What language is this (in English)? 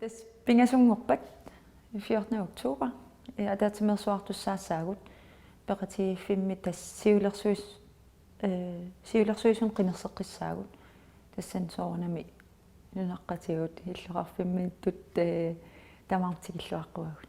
Kalaallisut